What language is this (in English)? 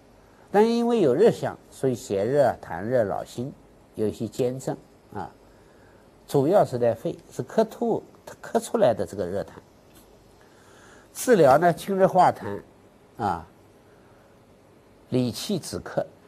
Chinese